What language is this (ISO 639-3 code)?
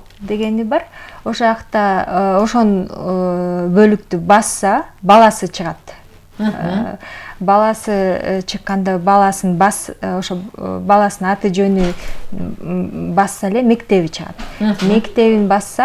kir